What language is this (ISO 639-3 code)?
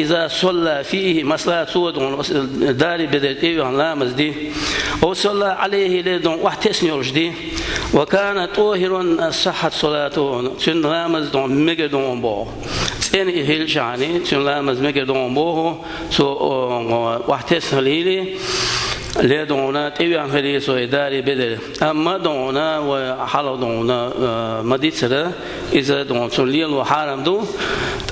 che